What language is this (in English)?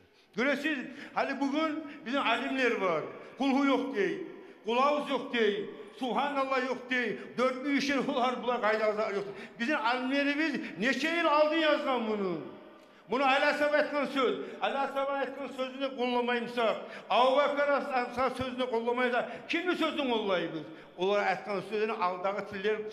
Kumyk